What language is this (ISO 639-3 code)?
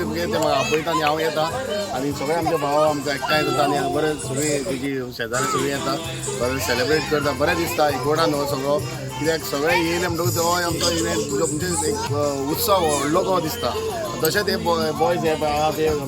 kok